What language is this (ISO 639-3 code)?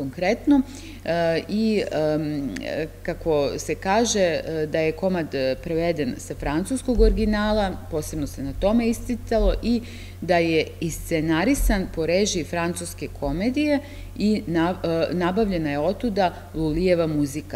srp